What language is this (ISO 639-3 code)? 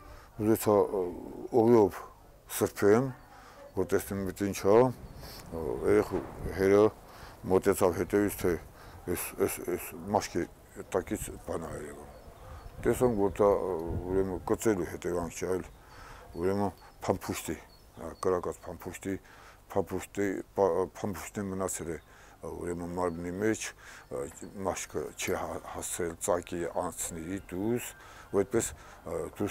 hye